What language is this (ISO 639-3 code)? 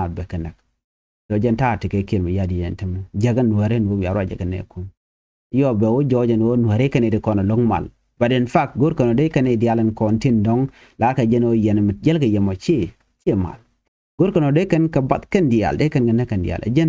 nus